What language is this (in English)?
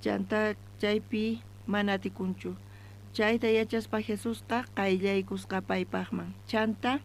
South Bolivian Quechua